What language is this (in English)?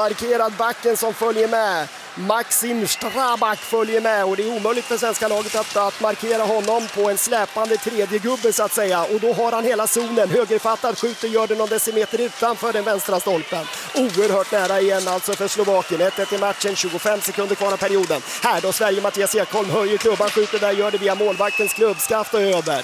Swedish